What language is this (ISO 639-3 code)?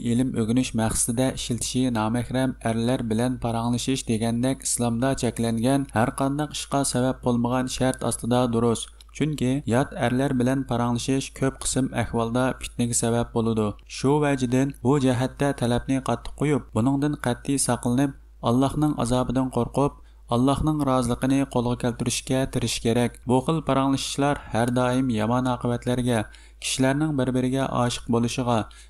uig